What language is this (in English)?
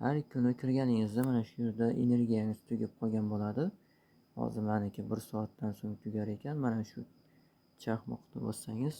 Uzbek